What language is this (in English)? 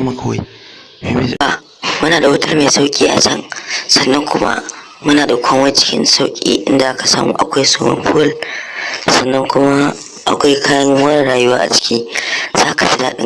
Hausa